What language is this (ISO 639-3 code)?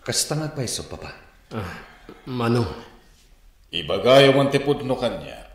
ilo